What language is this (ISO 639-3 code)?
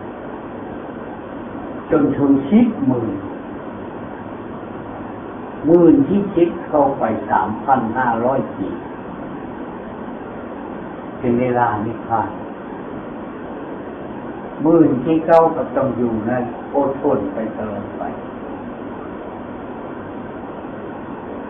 tha